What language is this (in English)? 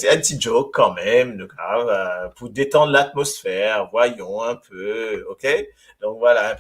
Morisyen